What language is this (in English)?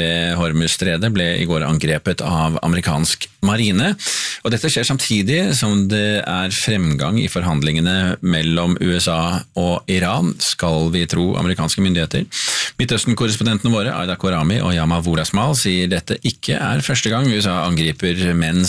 Norwegian